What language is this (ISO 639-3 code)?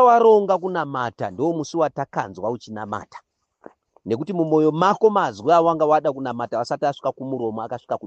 sna